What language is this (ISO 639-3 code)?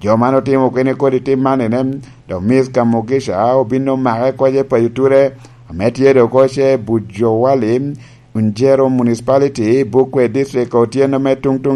laj